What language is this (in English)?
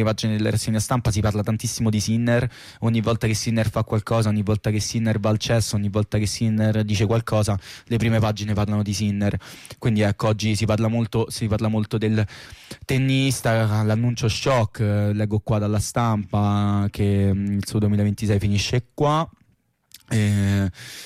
Italian